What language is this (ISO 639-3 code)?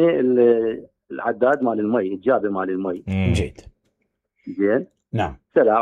acm